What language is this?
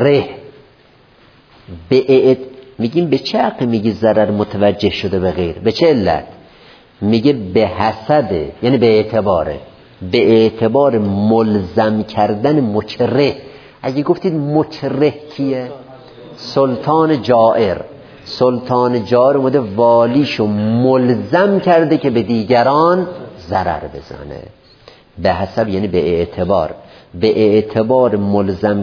Persian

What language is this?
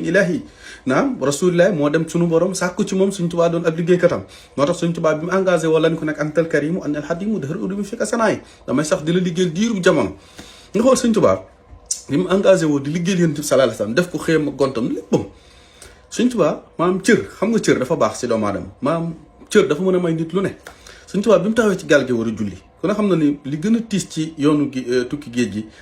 Wolof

